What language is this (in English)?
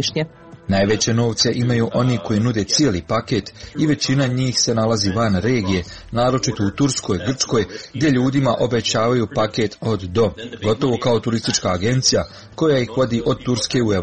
Serbian